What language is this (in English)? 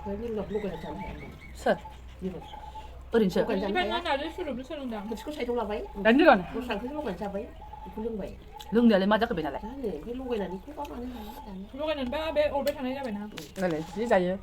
Bodo